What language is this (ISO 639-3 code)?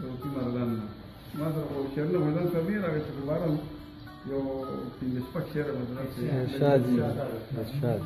pus